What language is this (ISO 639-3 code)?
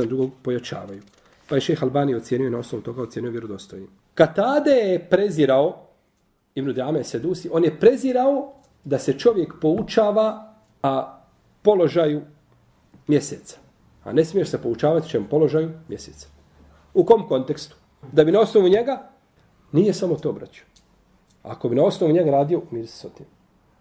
bos